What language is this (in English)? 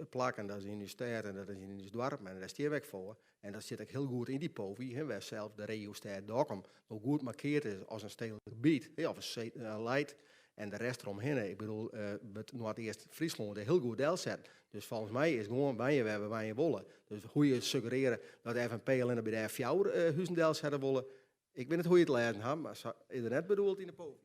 Western Frisian